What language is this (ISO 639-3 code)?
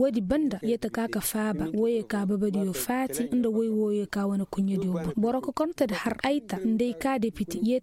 ses